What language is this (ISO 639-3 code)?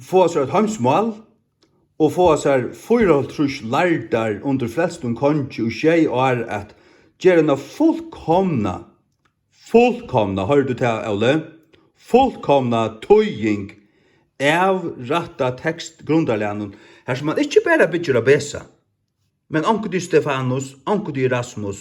fao